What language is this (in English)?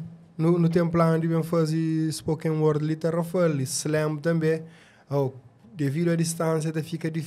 Kabuverdianu